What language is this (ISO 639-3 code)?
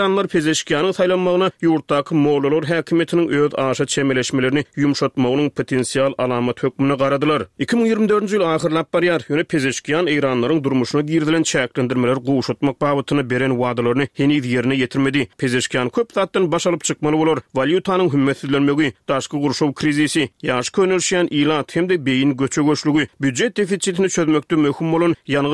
tuk